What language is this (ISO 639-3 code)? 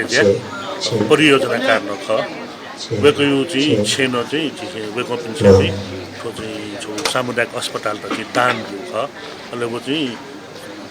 new